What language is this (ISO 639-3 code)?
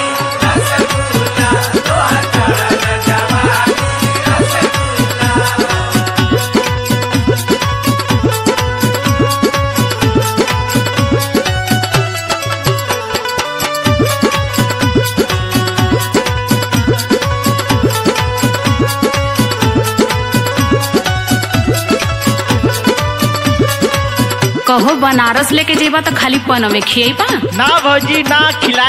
bho